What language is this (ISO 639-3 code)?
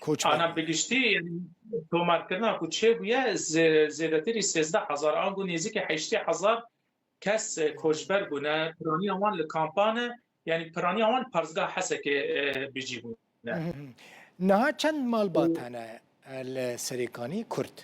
kur